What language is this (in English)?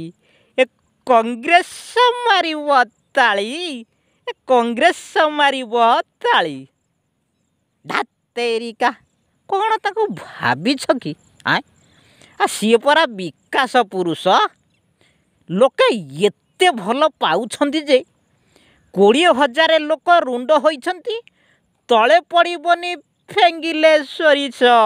Odia